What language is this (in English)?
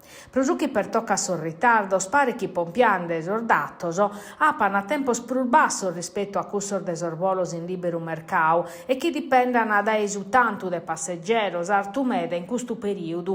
Sardinian